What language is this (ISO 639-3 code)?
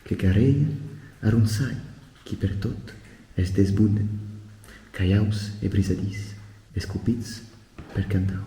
oci